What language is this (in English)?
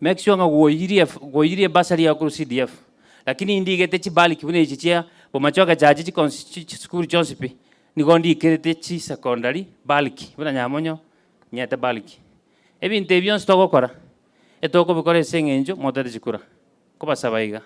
Gusii